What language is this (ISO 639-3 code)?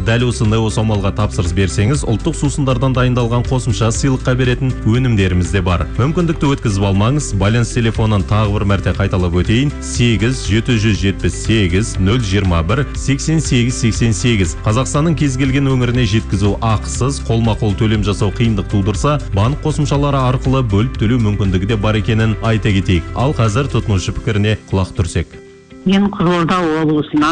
kaz